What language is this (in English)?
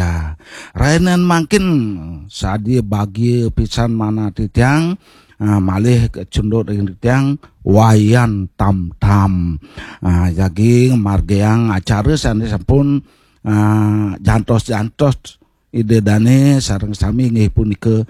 Balinese